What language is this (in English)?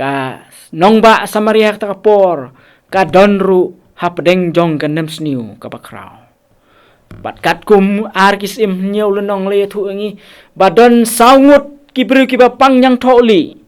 Khasi